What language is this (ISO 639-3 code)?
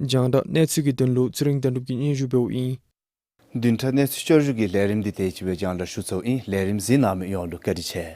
dzo